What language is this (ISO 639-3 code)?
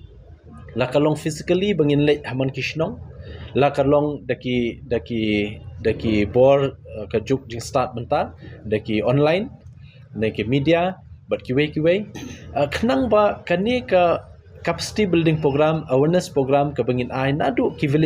kha